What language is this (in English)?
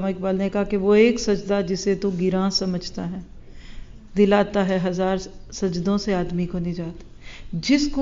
Urdu